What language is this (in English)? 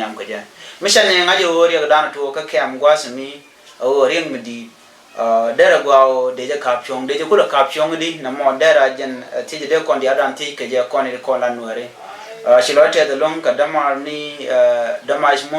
Nuer